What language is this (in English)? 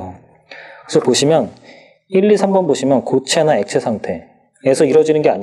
Korean